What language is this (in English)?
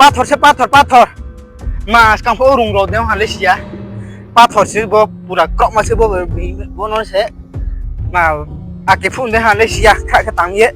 Riang (India)